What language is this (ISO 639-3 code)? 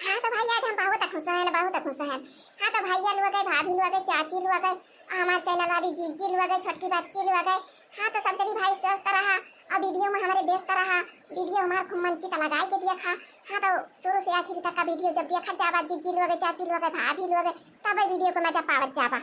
awa